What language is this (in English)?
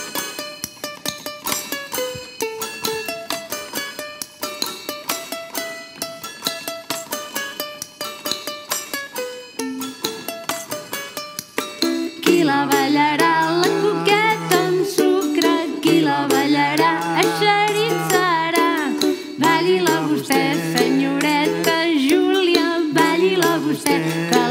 Catalan